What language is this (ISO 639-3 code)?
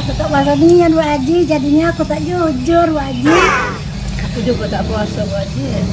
mui